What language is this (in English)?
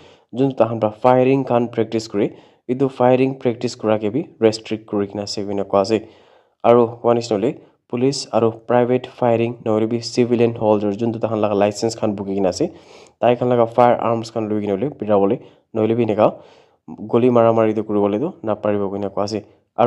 Naga Pidgin